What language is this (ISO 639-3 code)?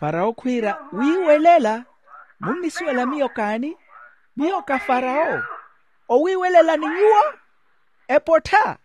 vmw